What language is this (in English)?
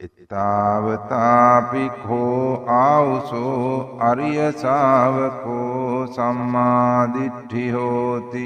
Sinhala